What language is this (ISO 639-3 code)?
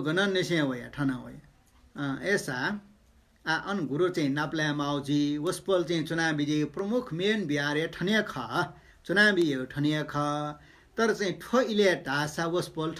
new